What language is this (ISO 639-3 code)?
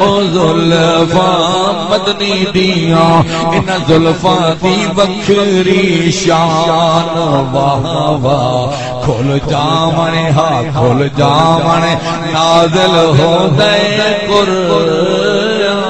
skr